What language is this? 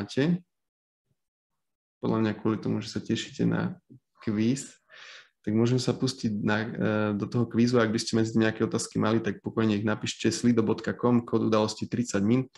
Slovak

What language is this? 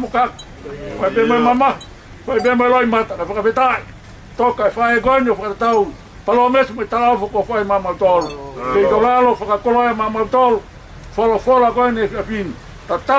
Tongan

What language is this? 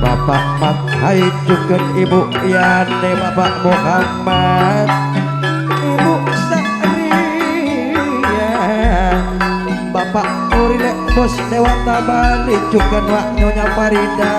Madurese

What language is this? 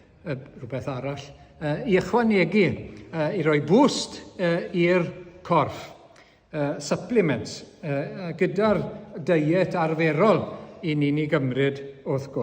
Welsh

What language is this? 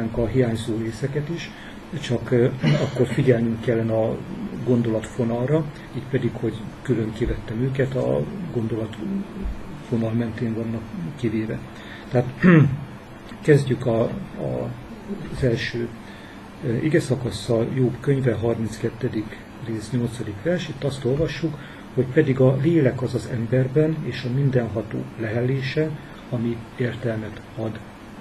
Hungarian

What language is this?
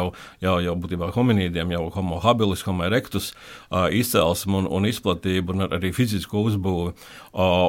Latvian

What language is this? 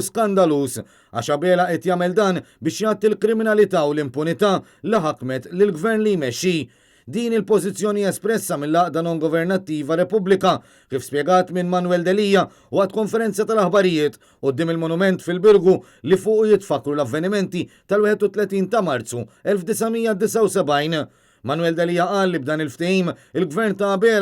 Maltese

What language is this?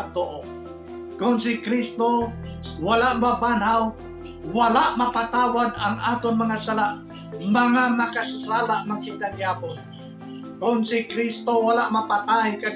Hiligaynon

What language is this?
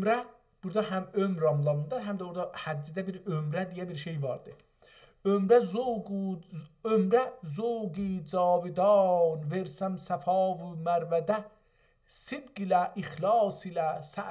South Azerbaijani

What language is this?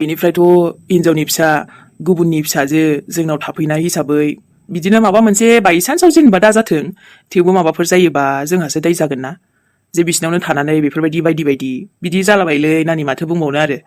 Bodo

